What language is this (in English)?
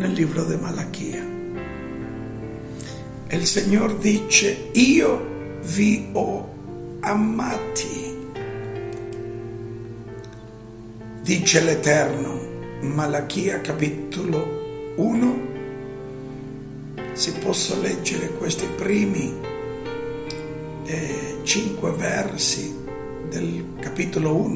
Italian